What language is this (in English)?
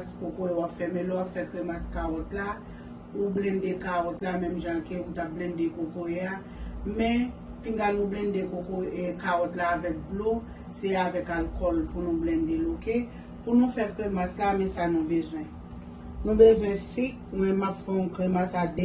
Haitian Creole